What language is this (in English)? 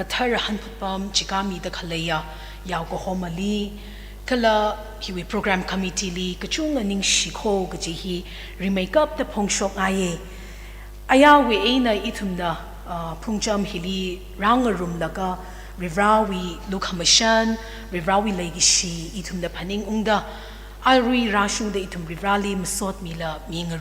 Tangkhul Naga (India)